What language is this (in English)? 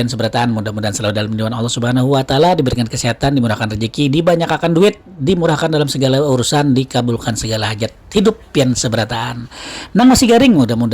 Banjar